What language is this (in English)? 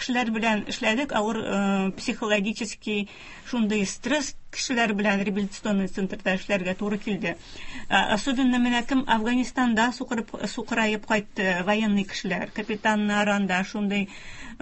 Tatar